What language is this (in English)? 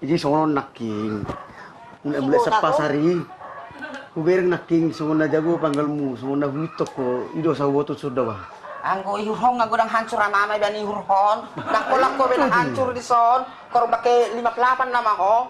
Batak Toba